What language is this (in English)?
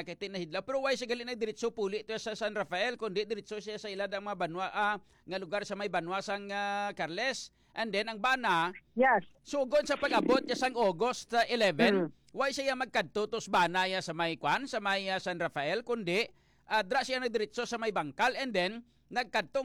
Hiligaynon